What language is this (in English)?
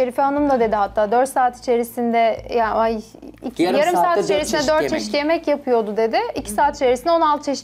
Turkish